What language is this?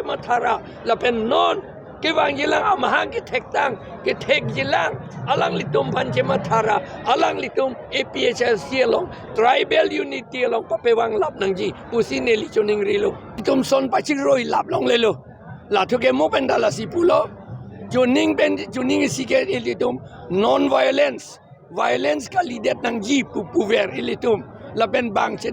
Karbi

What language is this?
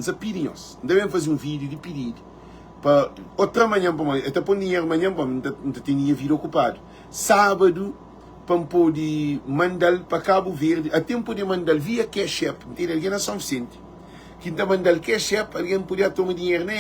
Kabuverdianu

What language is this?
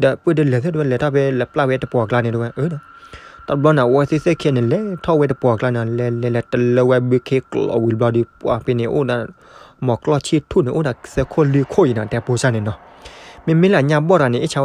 S'gaw Karen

